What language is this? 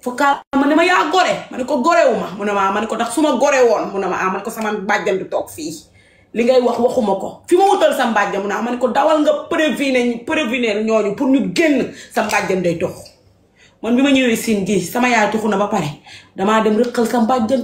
Wolof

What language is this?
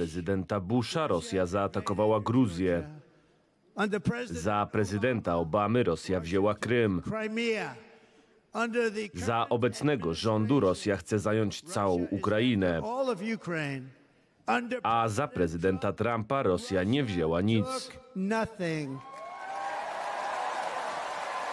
Polish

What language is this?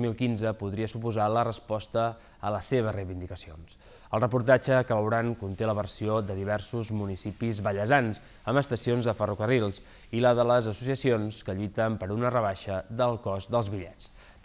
Catalan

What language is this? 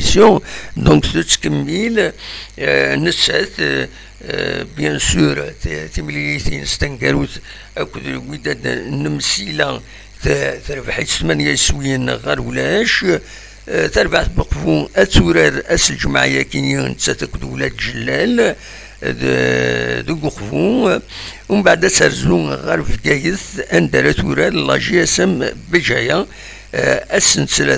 Kabyle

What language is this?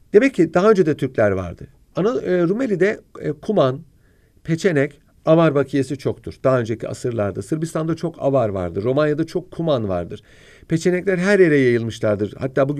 Turkish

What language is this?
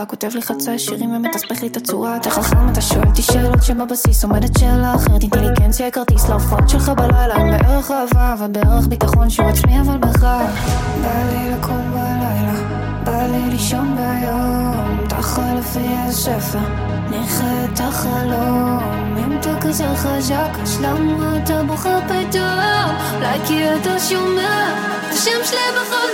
Hebrew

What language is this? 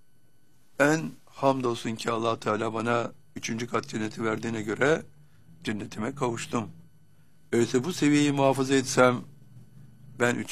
Turkish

